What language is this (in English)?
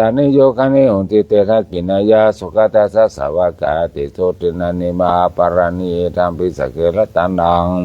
Pali